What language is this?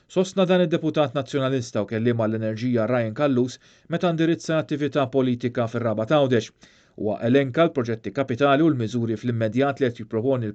Maltese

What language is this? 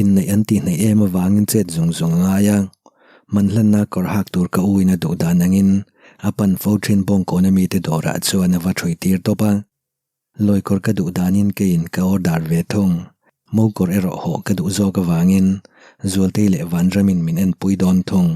Mizo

